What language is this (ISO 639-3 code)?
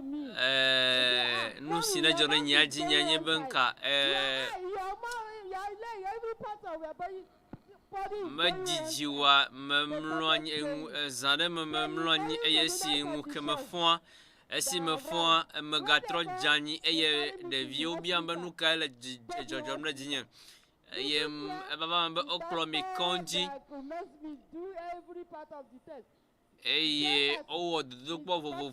ewe